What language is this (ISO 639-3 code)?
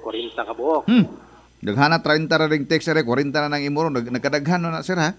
ceb